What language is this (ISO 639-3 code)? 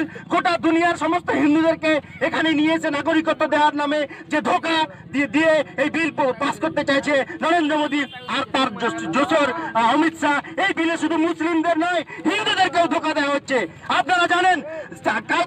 ben